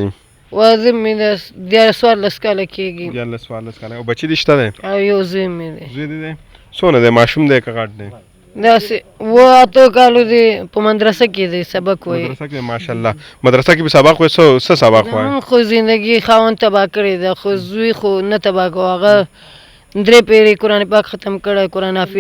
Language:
Pashto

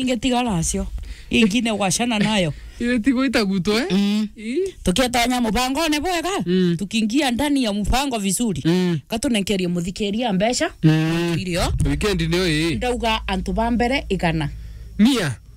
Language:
Meru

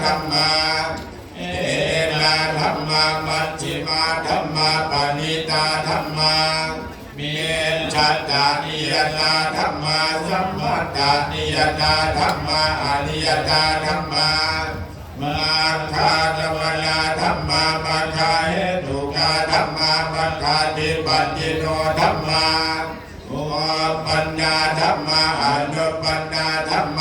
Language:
Pali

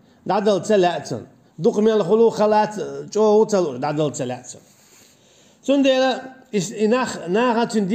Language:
Chechen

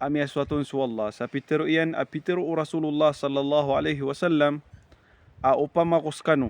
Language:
Maranao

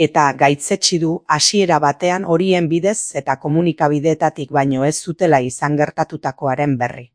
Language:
Basque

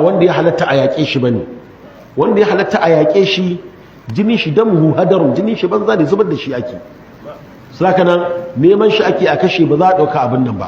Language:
Hausa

